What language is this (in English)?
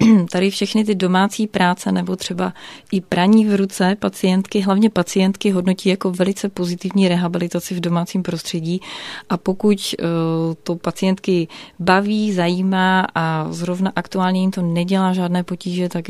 Czech